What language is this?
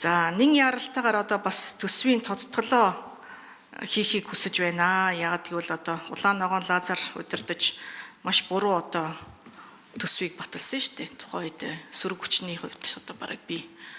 Mongolian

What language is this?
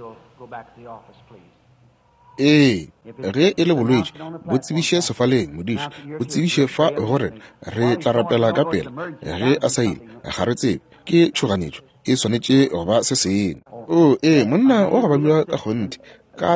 Northern Sotho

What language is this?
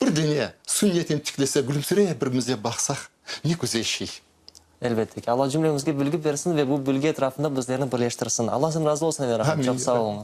Crimean Tatar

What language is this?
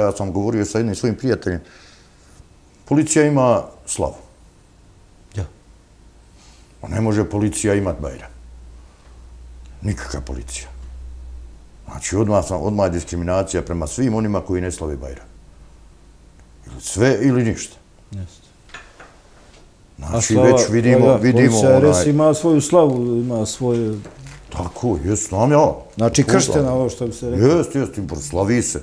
Bosnian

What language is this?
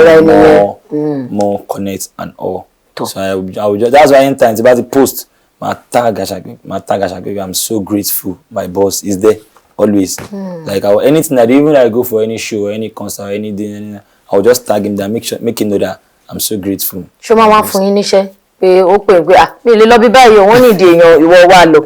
Yoruba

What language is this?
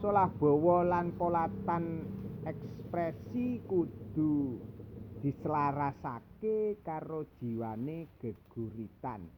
Javanese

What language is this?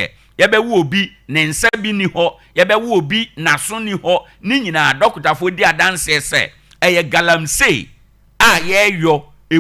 Akan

